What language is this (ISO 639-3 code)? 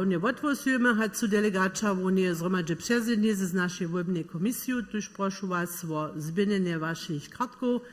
hsb